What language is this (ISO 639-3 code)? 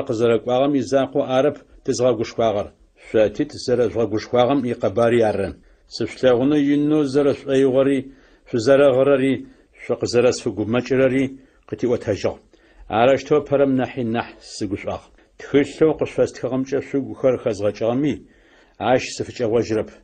ady